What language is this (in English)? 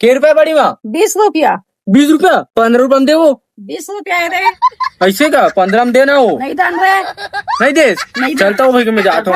Chhattisgarhi